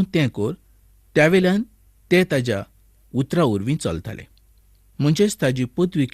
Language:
Konkani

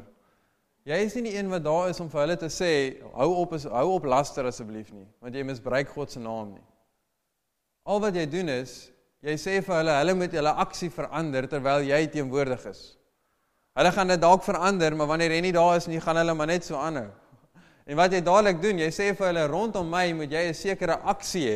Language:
Afrikaans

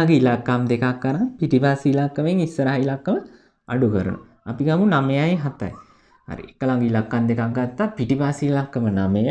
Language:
Sinhala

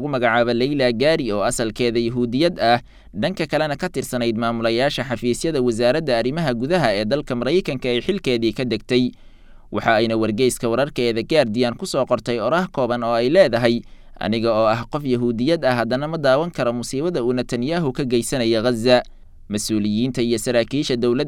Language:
Somali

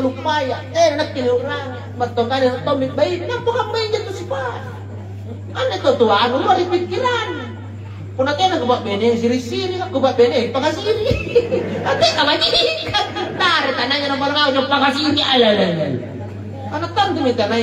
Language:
Makasar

